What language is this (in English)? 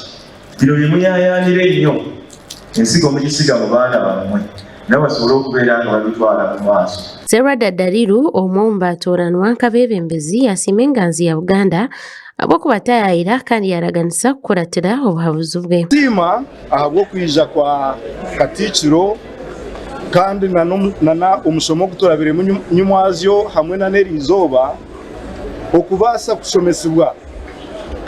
Nyankole